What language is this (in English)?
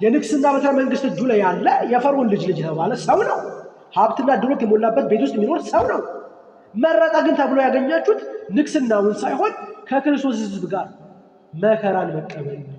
Amharic